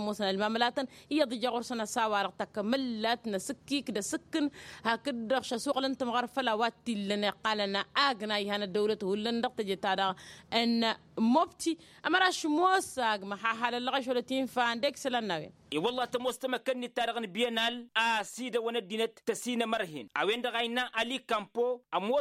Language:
Tamasheq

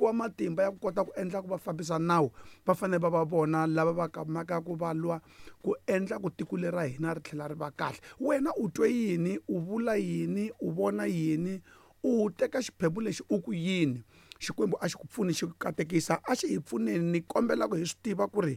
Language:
Tsonga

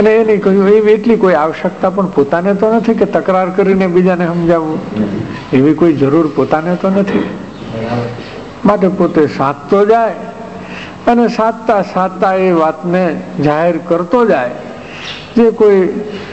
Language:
Gujarati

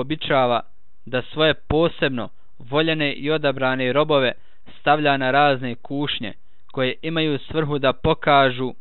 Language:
Bosnian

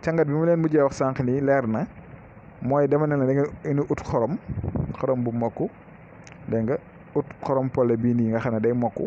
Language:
Wolof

